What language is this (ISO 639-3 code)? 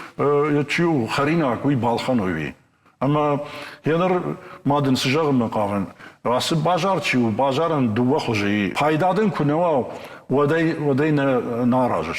oss